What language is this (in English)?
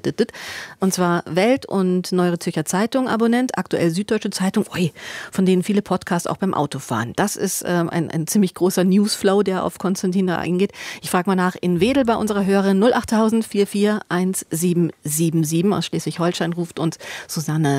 German